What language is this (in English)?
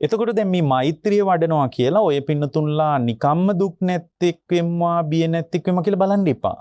Sinhala